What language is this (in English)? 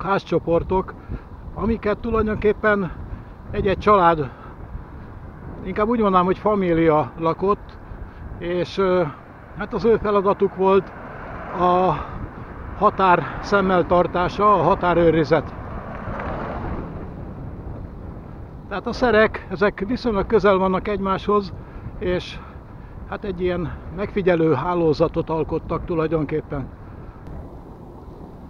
Hungarian